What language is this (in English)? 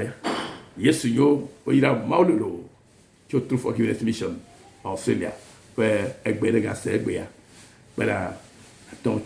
Ewe